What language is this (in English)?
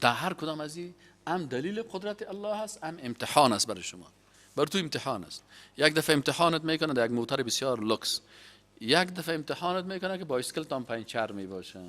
Persian